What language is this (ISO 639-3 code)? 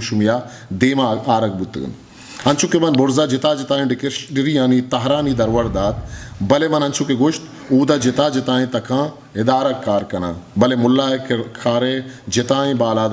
bgp